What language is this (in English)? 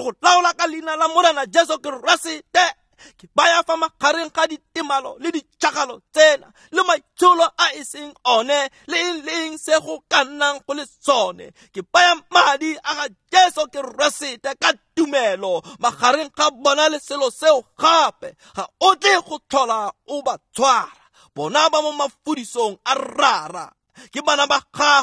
Tswana